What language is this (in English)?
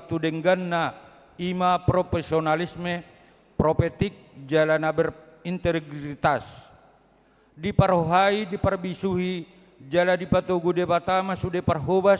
Batak Toba